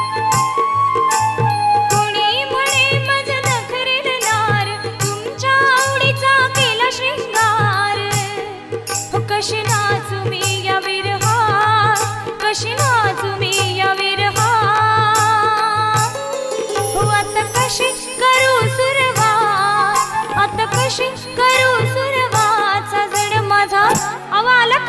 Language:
Marathi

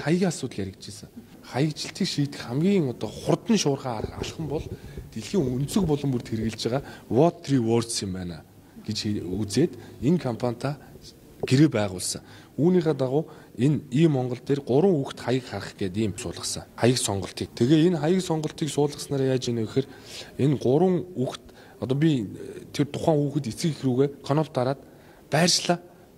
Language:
Mongolian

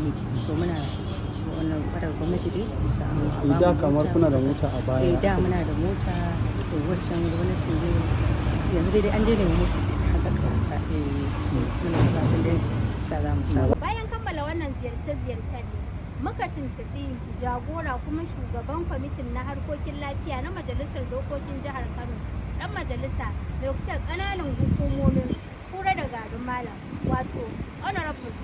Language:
Hausa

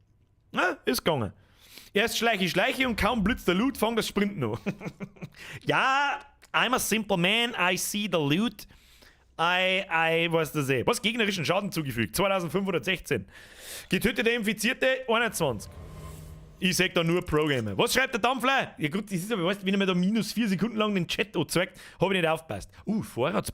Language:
Bavarian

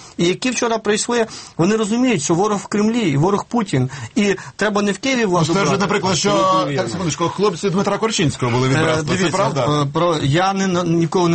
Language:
Ukrainian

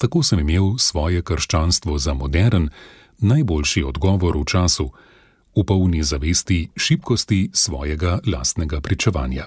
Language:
Slovenian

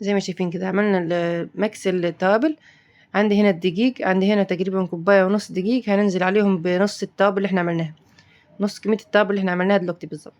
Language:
Egyptian Arabic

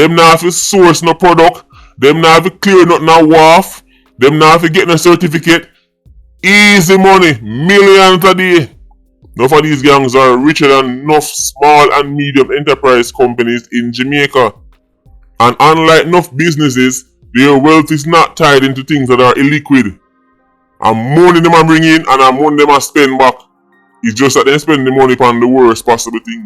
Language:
Jamaican Creole English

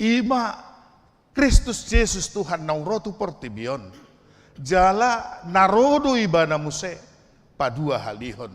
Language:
Batak Toba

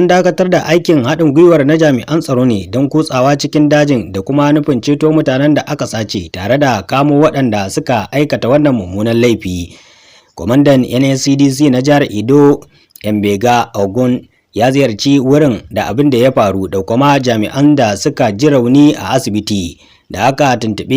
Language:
Hausa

